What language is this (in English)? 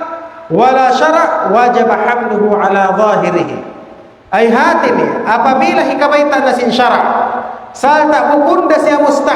Tausug